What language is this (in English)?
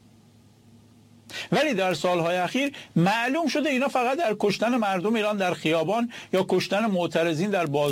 Persian